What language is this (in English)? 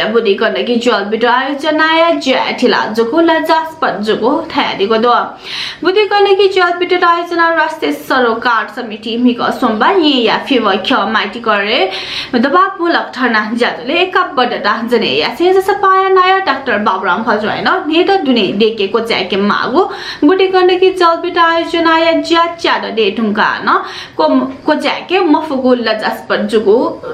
Newari